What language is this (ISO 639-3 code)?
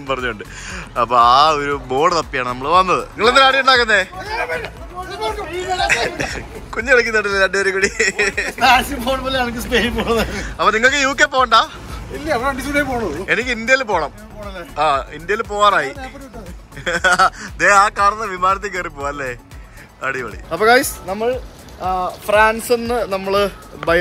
mal